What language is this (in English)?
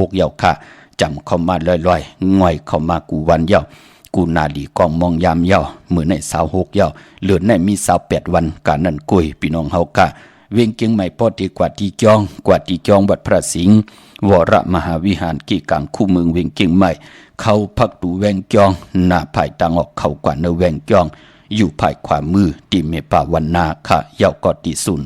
Shan